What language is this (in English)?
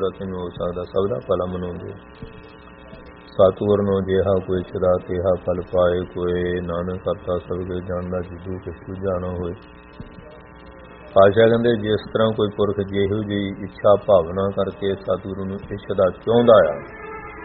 Punjabi